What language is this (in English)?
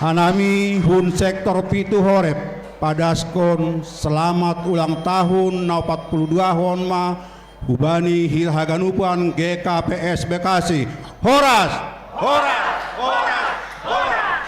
Batak Simalungun